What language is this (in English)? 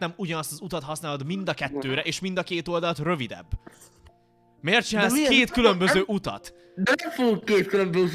Hungarian